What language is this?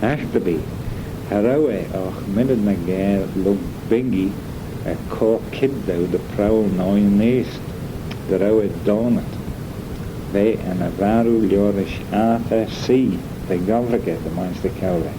Manx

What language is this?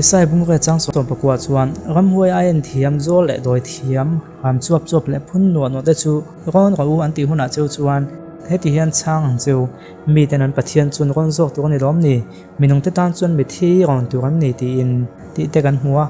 Mizo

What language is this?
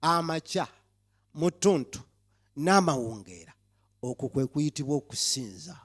Ganda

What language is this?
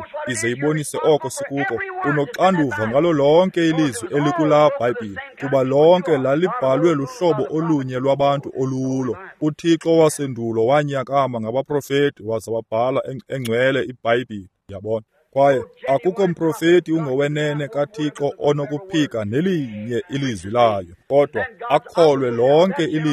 Xhosa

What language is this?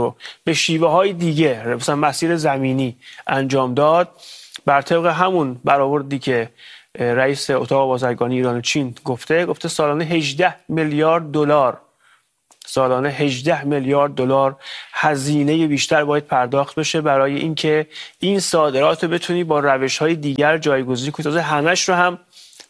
Persian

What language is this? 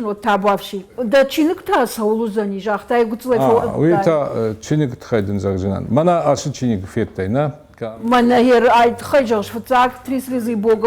Ossetic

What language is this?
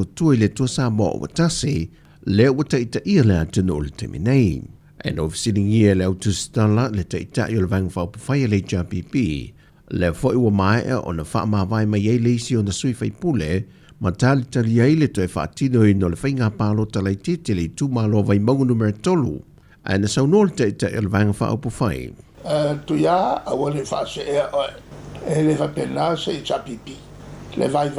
Samoan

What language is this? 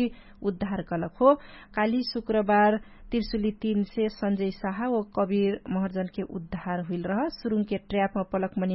Dangaura Tharu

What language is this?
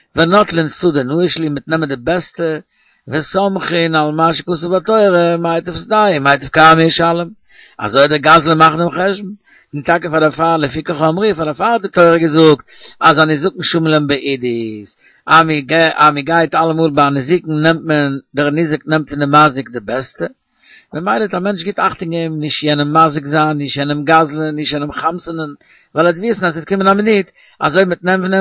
Yiddish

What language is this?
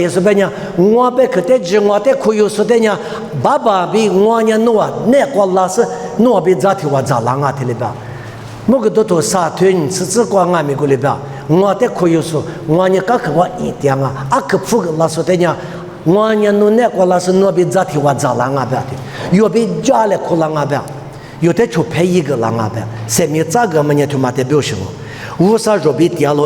Lisu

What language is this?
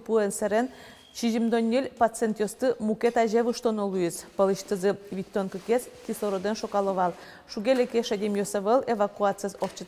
Udmurt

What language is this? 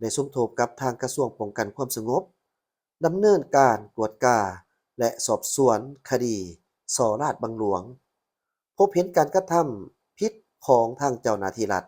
Lao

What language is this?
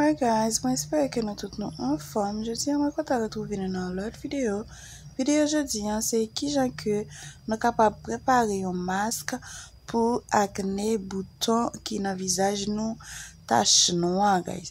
Haitian Creole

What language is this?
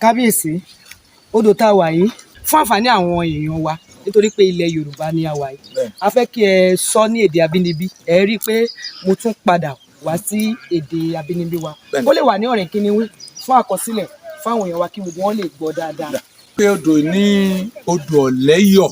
Yoruba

